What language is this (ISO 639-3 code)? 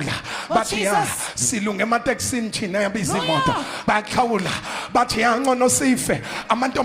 zul